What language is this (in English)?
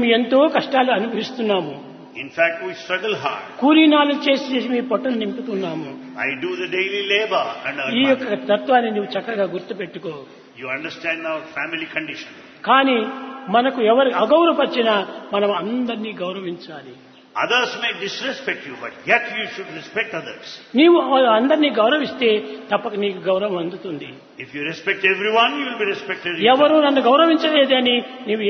Telugu